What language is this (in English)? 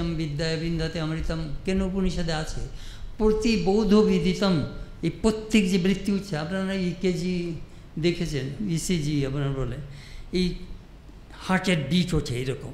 Bangla